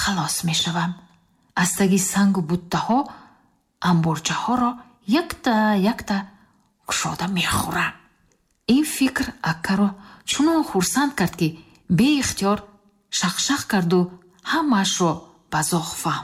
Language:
Tajik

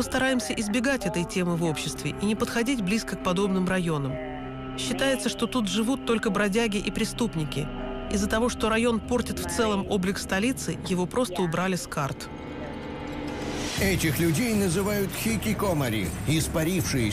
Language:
Russian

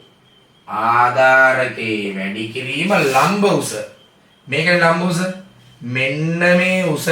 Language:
Sinhala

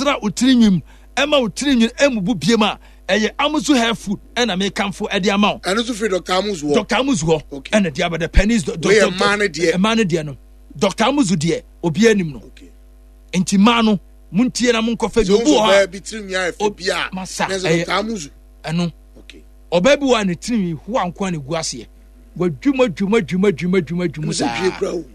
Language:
Akan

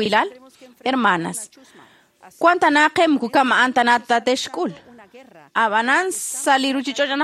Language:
Kekchí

